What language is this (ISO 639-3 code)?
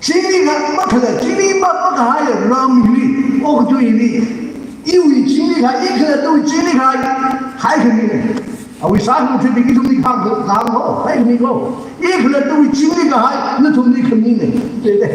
nmf